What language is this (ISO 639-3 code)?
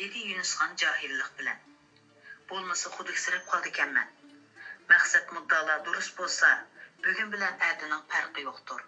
uig